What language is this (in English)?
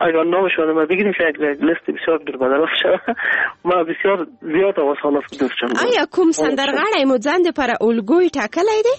Persian